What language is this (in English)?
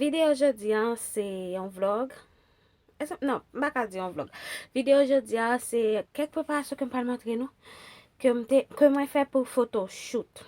Haitian Creole